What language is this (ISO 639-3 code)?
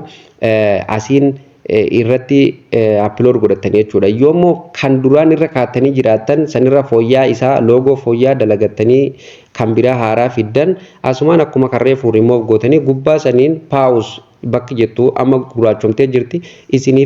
orm